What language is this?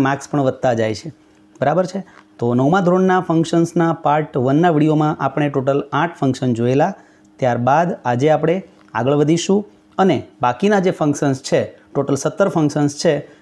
Gujarati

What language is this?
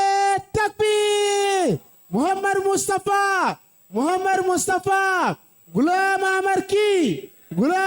Bambara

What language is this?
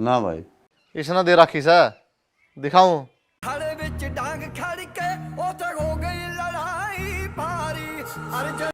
Haryanvi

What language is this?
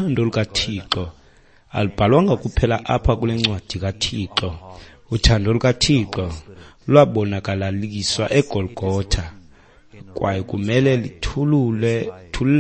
Xhosa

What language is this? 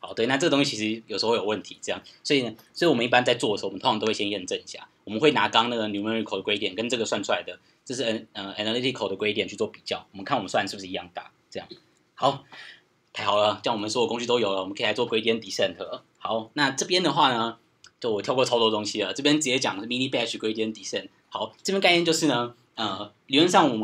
Chinese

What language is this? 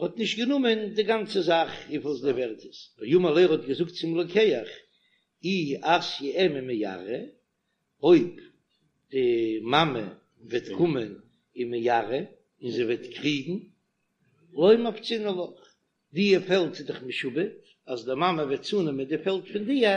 Yiddish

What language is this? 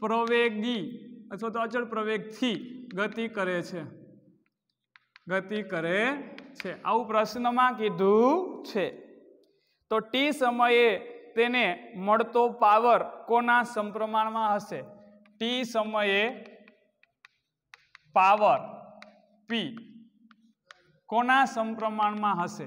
Gujarati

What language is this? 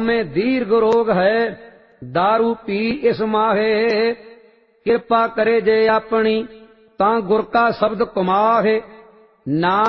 Punjabi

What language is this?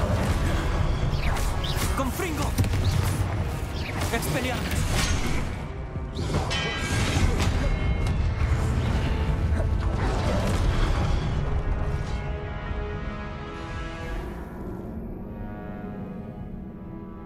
Spanish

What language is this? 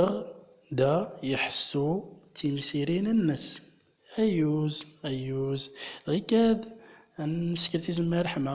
Central Atlas Tamazight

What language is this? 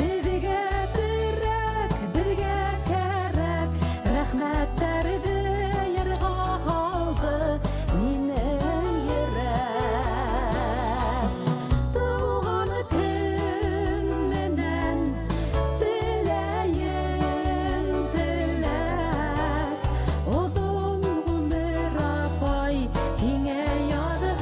Bashkir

